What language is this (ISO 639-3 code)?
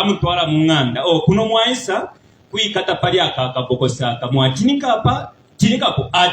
bem